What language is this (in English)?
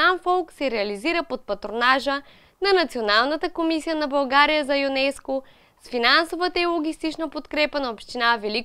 Bulgarian